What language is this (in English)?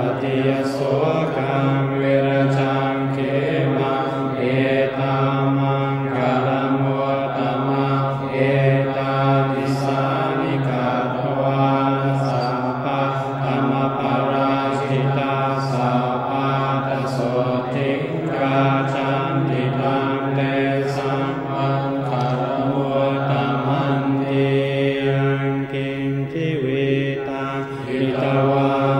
Pali